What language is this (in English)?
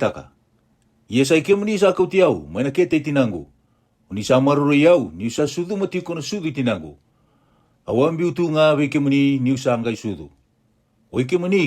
Fijian